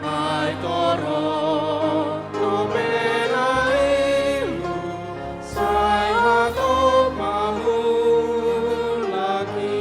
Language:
Batak Toba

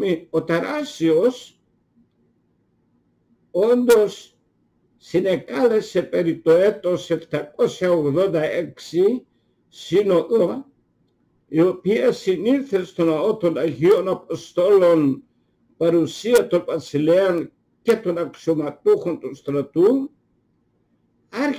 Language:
Greek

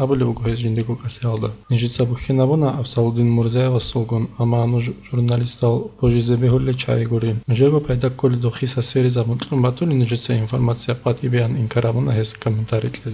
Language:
Avaric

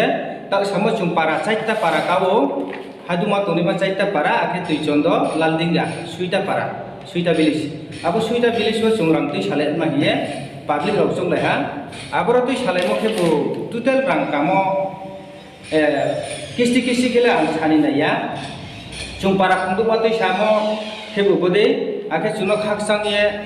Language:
Riang (India)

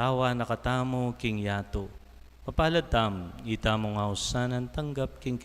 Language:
Pampanga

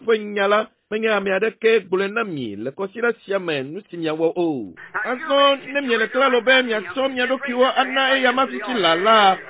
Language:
Ewe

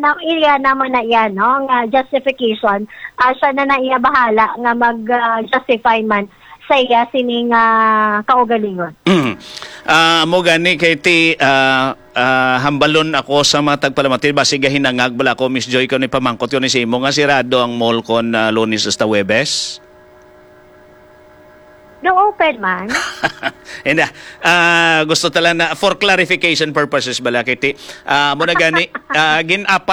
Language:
Hiligaynon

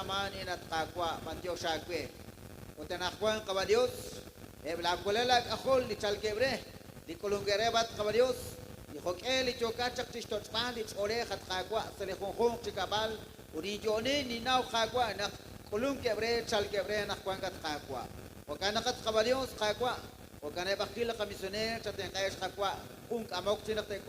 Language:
Kekchí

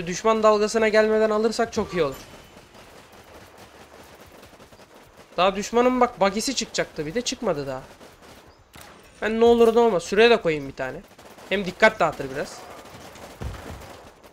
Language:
Turkish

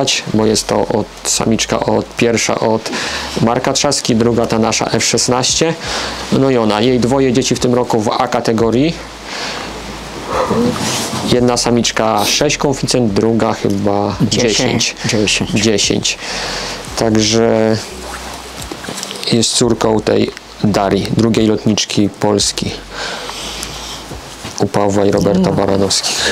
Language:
Polish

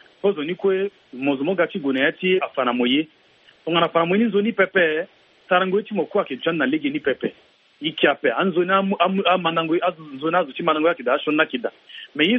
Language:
Sango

